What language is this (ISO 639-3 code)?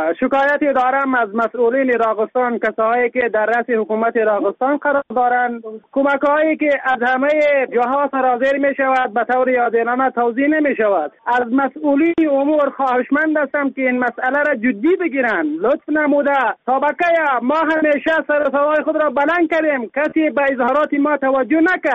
fas